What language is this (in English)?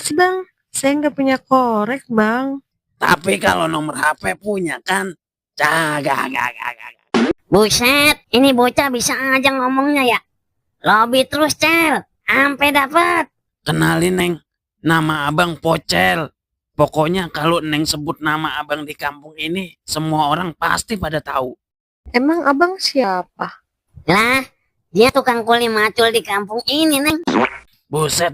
Betawi